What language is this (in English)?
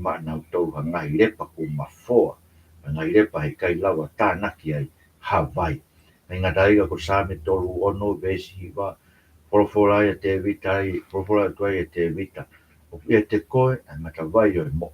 Tongan